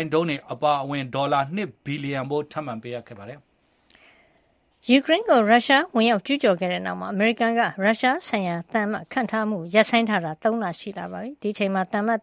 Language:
Burmese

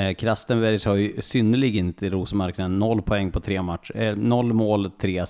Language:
Swedish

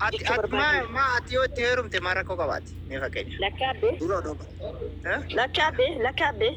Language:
Oromo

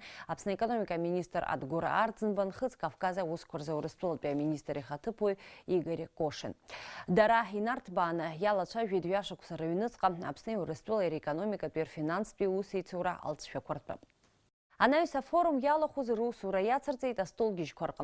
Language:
Abkhazian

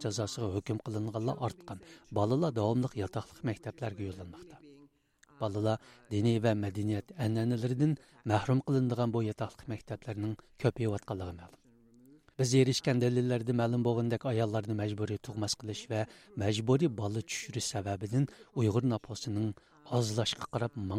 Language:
Uyghur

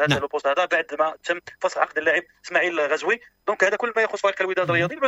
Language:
Moroccan Arabic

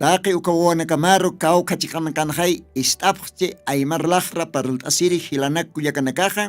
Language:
Aymara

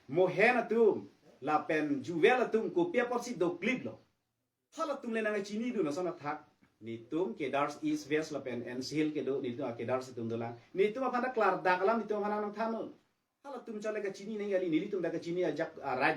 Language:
Karbi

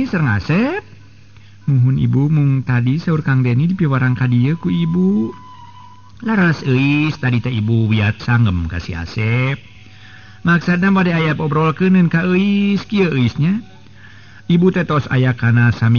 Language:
Sundanese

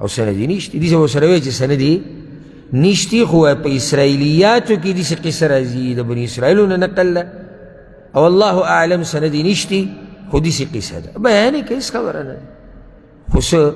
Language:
Pashto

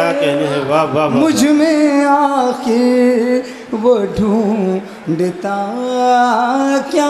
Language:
Urdu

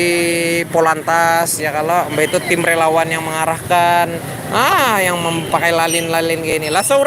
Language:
Banjar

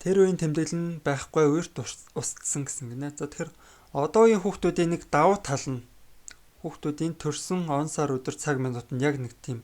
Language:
Mongolian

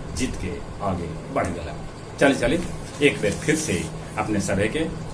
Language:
Magahi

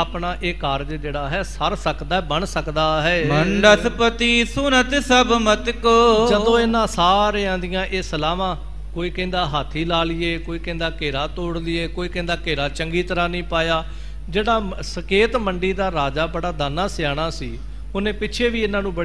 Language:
Punjabi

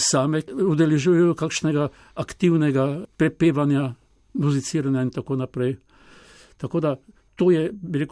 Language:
Slovenian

